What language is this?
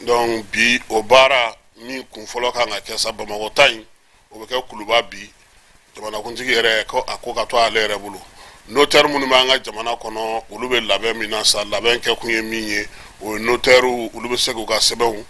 Bambara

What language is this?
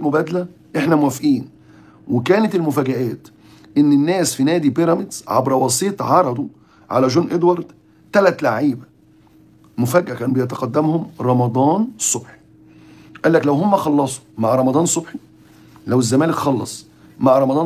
Egyptian Arabic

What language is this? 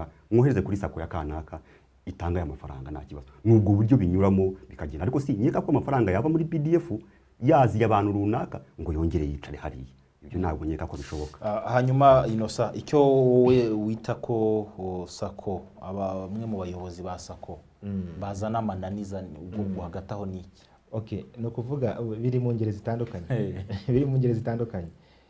Kinyarwanda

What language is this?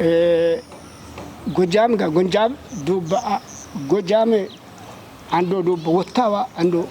Kafa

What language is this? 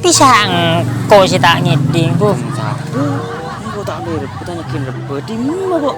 Madurese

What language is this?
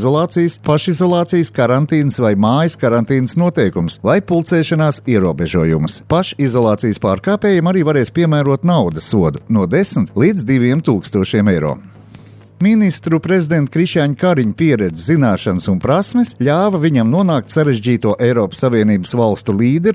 Latvian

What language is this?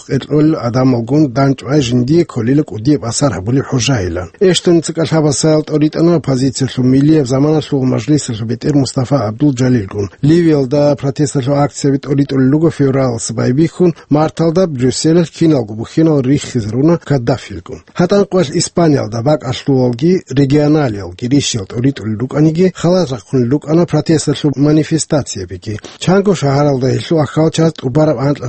Avaric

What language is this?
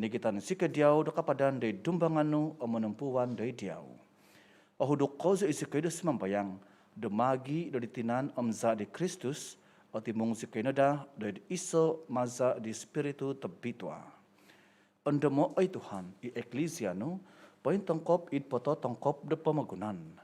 Central Dusun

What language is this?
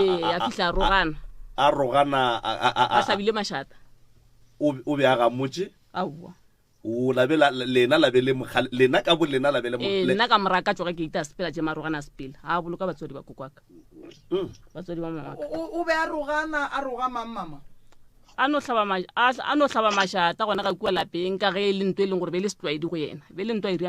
Northern Sotho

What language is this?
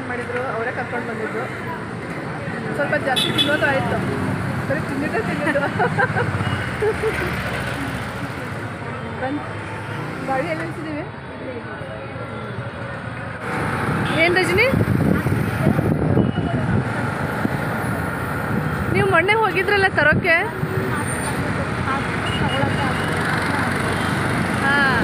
Kannada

